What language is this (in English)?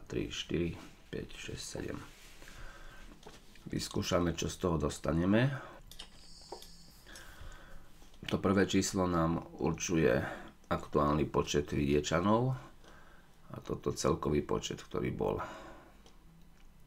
Slovak